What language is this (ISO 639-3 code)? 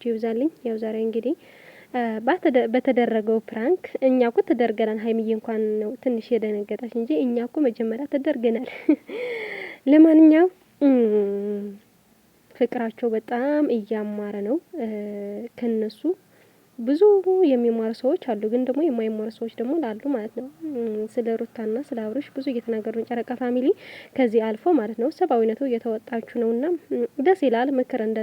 amh